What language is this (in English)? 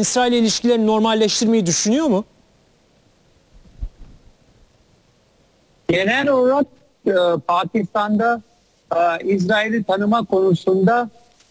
Turkish